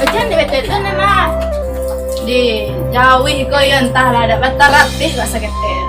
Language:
Minangkabau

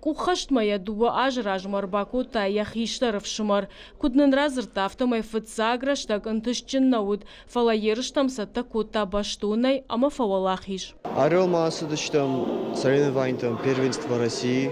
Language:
Ossetic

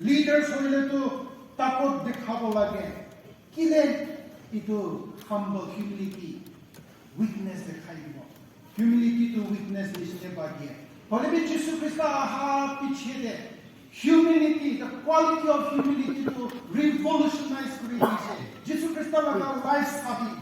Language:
Naga Pidgin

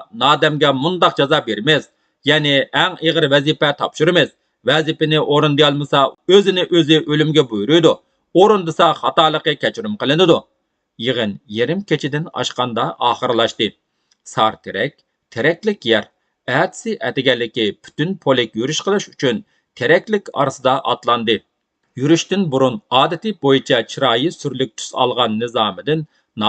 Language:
Uyghur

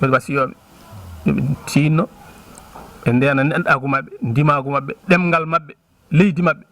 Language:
Fula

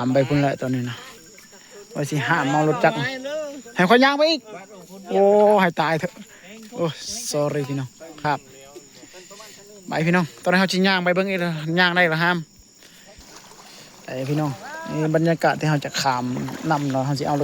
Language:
Lao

